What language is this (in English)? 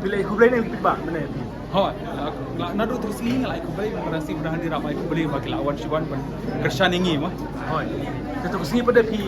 Khasi